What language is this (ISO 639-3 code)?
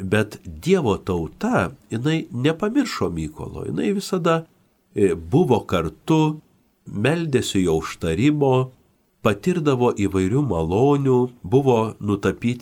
lit